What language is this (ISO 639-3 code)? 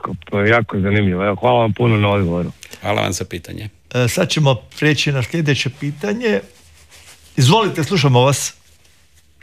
hrv